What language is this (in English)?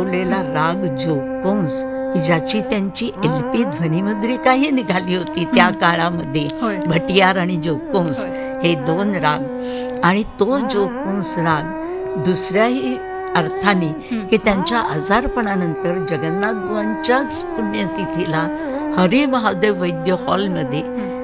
Marathi